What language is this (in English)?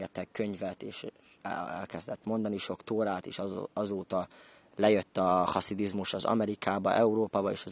Hungarian